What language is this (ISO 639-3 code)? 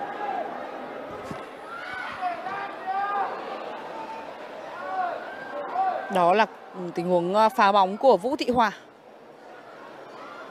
vie